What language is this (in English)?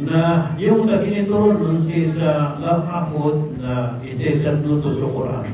Maranao